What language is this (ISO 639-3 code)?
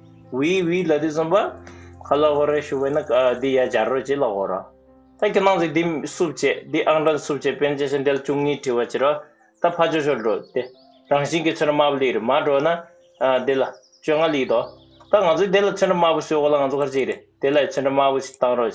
bod